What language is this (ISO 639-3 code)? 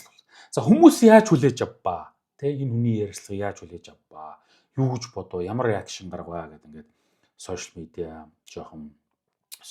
mon